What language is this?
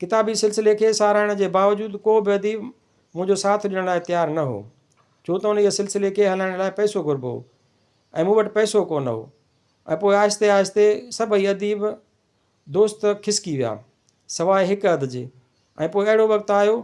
Sindhi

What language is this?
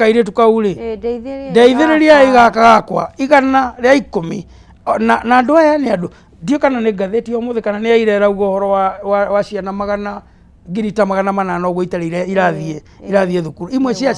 Kikuyu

